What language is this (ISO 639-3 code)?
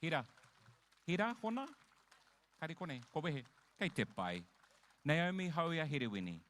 mri